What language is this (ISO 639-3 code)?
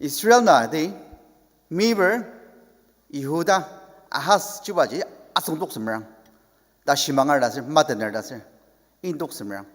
njo